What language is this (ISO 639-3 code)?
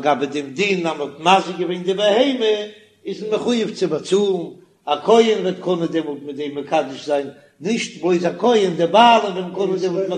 yid